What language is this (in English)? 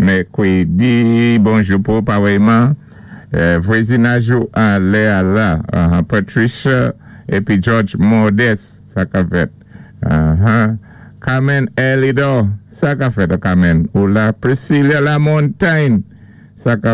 Saint Lucian Creole French